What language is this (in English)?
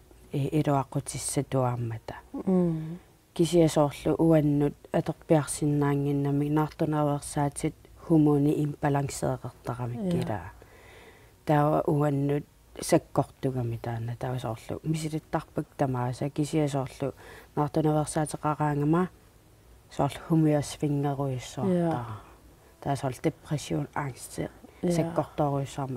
Kalaallisut